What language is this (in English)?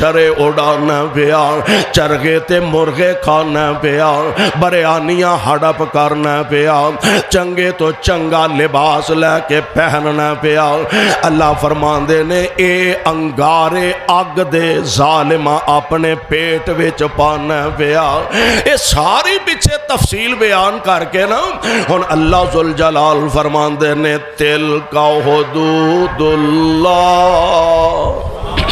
Western Panjabi